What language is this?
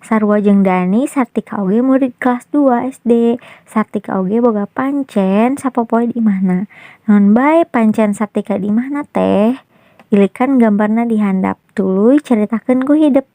Sundanese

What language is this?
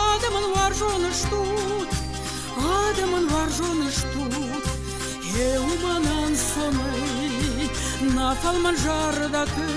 Ossetic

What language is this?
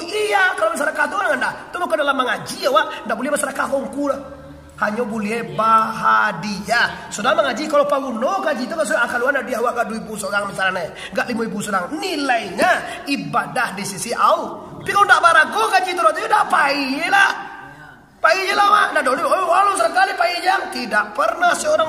Minangkabau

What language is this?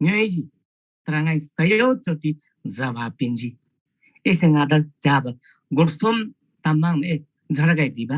Eastern Tamang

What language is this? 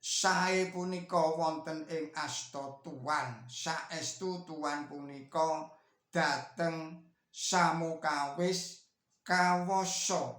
Javanese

